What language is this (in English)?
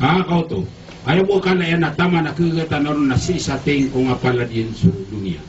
Maranao